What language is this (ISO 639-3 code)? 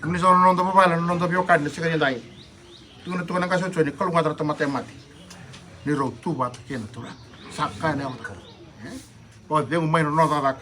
fij